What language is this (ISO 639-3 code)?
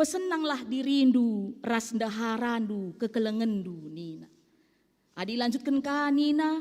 btx